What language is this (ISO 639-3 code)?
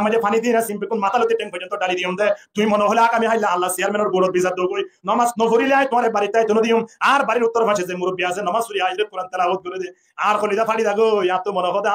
rhg